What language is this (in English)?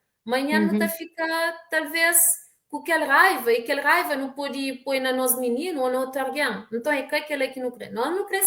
Kabuverdianu